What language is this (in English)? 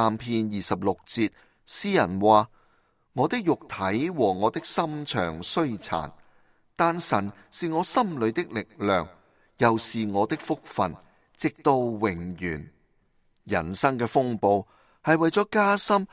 Cantonese